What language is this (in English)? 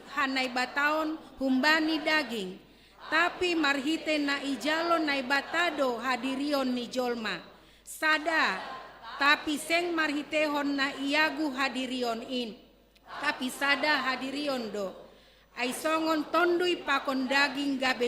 Batak Simalungun